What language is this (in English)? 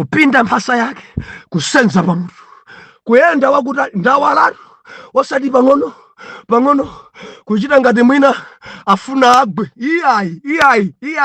Nyanja